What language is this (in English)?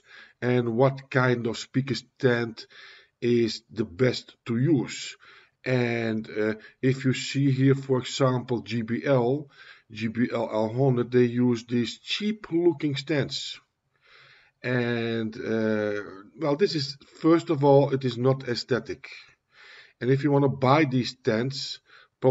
English